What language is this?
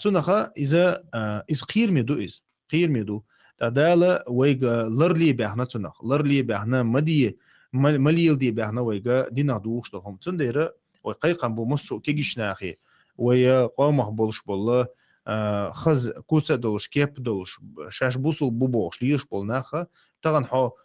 Chechen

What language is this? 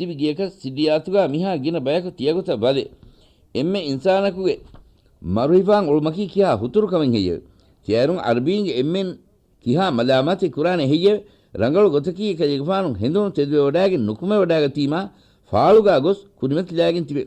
Divehi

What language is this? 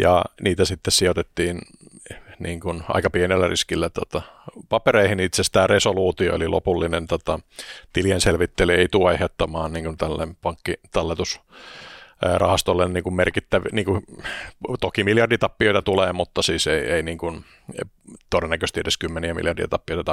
Finnish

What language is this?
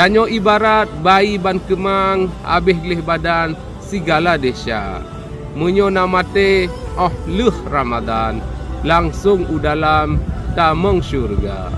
Achinese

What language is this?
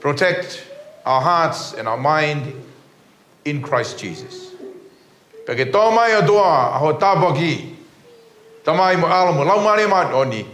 Tongan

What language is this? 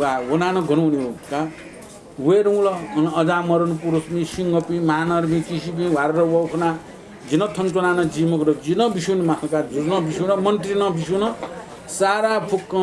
Newari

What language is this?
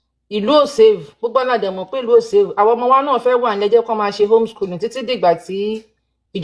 Yoruba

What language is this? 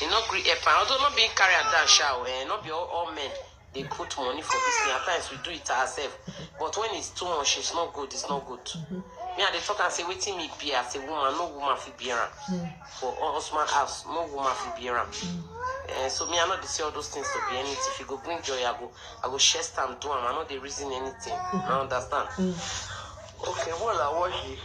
Nigerian Pidgin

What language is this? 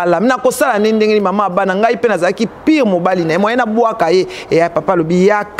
Lingala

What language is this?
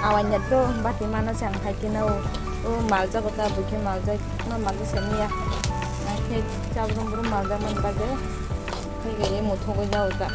Kok Borok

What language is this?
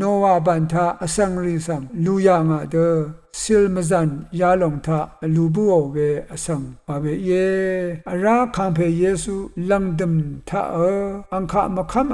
Rawang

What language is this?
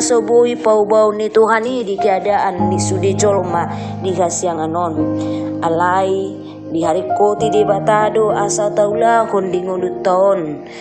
Batak Toba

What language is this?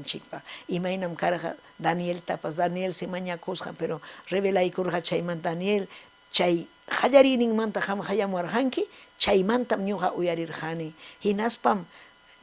Ayacucho Quechua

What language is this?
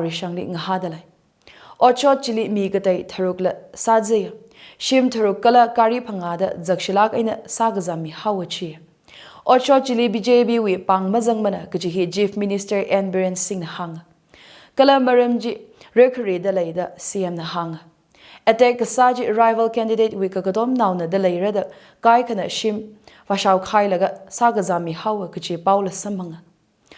Tangkhul Naga (India)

